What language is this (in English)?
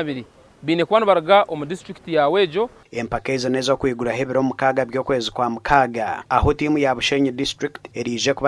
Nyankole